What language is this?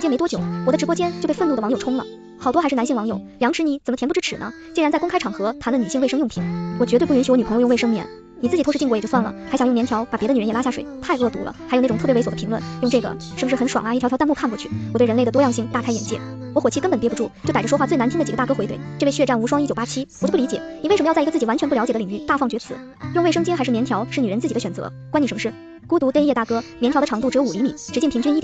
Chinese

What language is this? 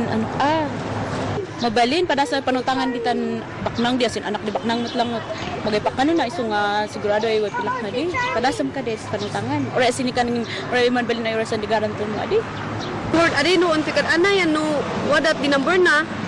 Kankanaey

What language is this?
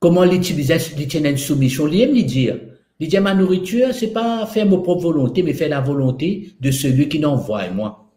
Morisyen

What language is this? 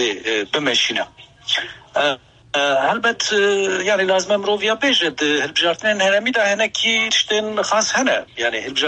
Kurdish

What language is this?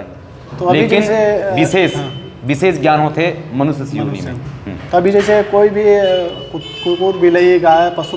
Chhattisgarhi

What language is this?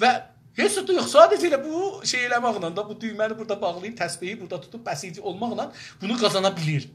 South Azerbaijani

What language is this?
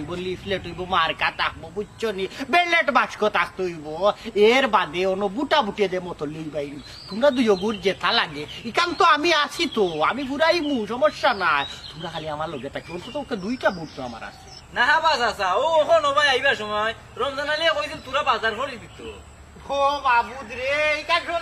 Sylheti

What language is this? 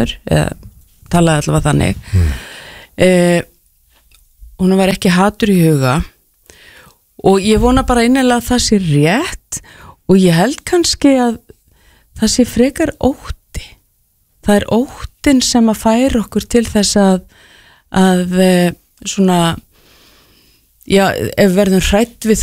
Icelandic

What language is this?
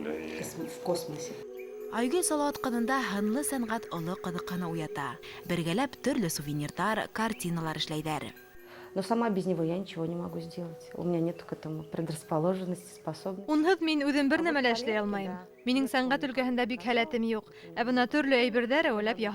Bashkir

